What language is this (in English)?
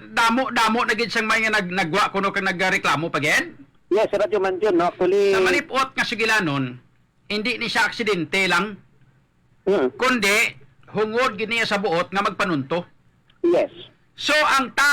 Hiligaynon